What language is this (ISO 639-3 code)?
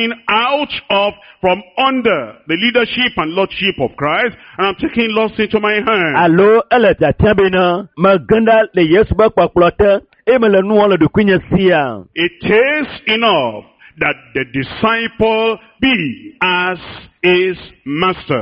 ewe